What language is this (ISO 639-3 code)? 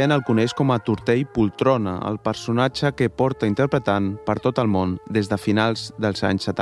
cat